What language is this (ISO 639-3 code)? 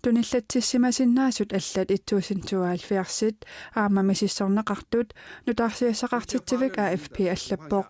kal